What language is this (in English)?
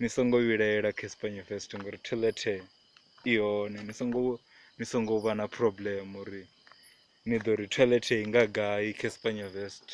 Venda